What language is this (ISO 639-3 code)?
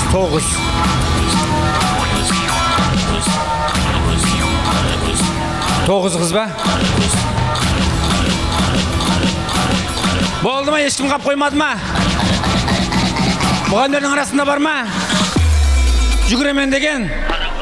kaa